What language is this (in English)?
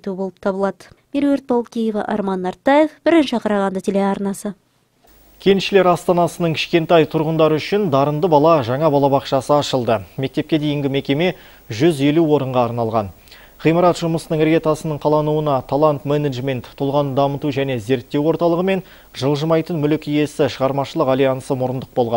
Kazakh